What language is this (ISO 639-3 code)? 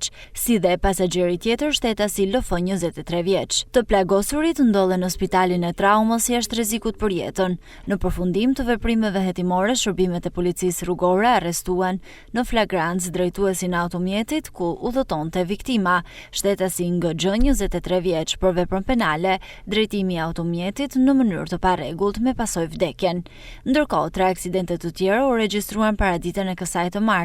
sqi